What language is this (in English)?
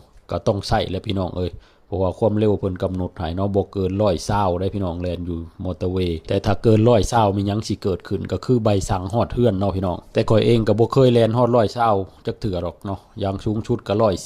Lao